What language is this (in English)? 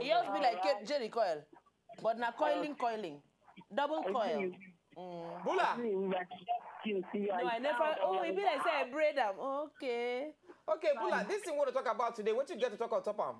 Nigerian Pidgin